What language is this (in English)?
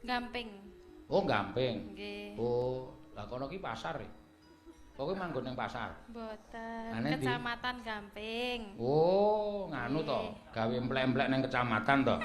Javanese